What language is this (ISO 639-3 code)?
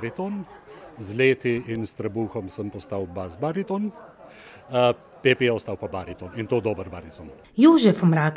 slv